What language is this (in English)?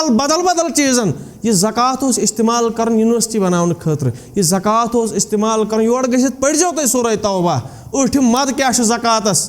Kashmiri